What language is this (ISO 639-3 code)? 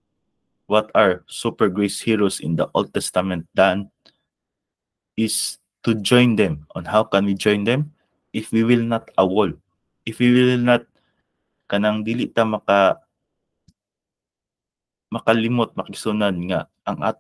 ceb